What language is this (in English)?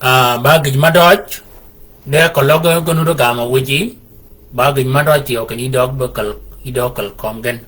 Shilluk